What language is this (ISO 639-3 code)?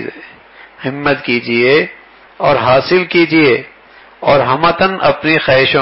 urd